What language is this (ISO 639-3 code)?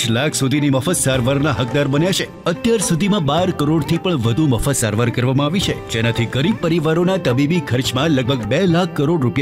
guj